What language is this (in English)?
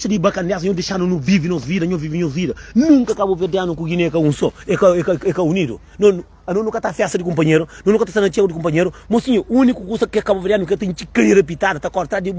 Kabuverdianu